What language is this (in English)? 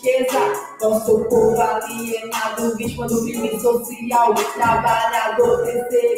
Portuguese